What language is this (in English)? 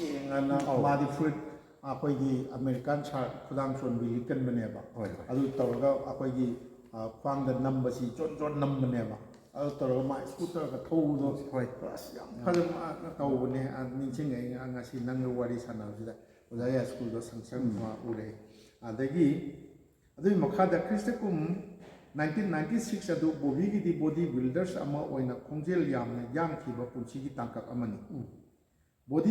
Manipuri